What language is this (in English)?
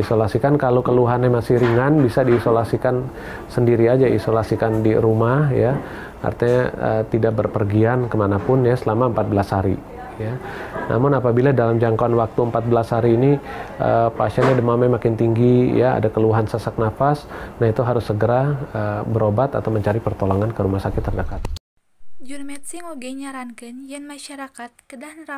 Sundanese